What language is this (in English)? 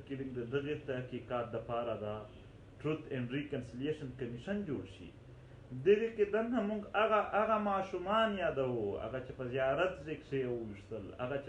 Pashto